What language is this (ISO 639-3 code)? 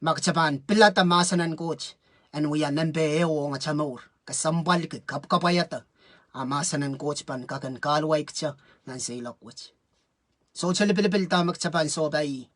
pon